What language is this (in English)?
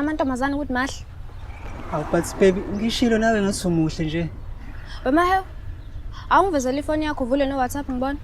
Zulu